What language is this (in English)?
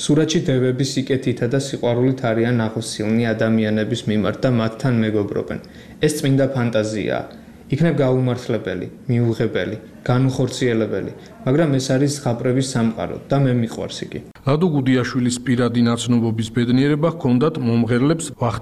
Georgian